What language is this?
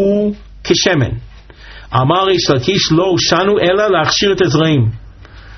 Hebrew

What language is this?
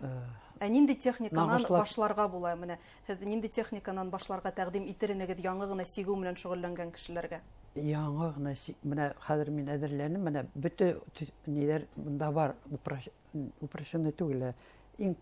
Bashkir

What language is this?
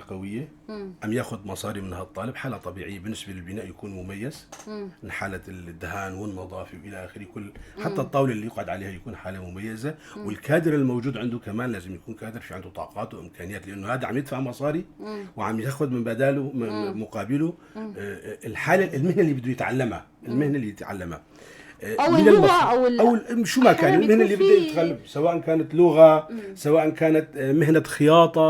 North Levantine Arabic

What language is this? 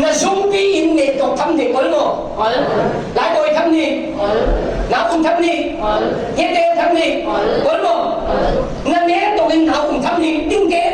Falam Chin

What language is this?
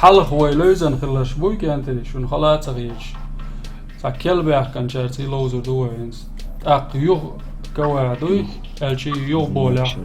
Chechen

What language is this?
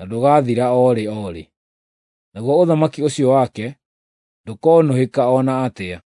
Kikuyu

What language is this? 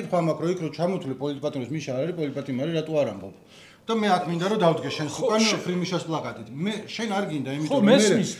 Georgian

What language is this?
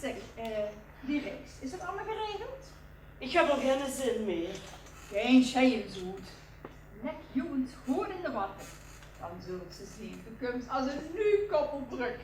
Limburgish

